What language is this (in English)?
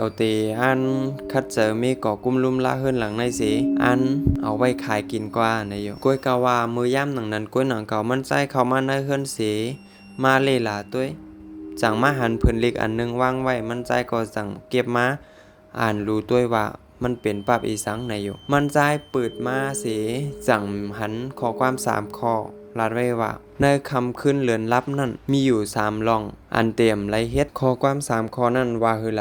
Shan